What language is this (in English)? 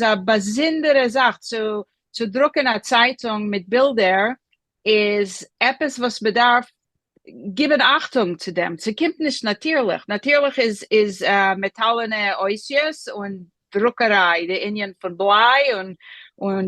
Yiddish